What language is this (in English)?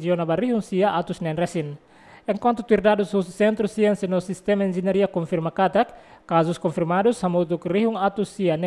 Tetum